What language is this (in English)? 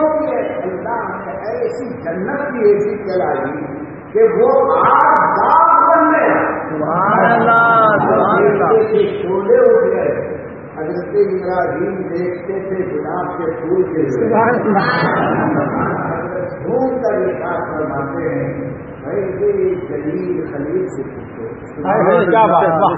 Urdu